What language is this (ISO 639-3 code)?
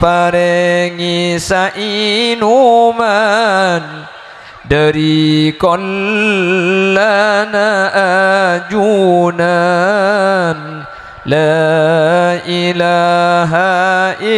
mad